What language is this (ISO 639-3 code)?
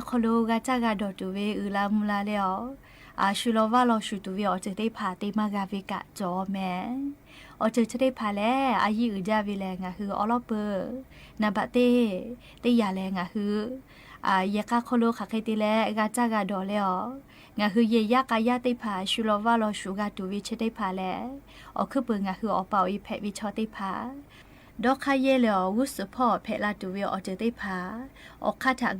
lhu